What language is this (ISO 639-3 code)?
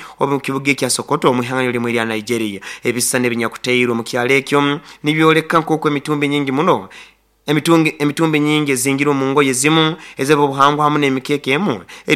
nyo